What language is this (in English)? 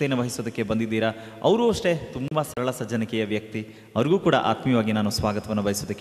Kannada